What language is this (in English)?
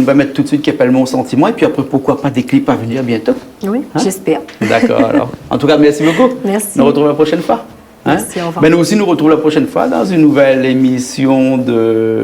Réunion Creole French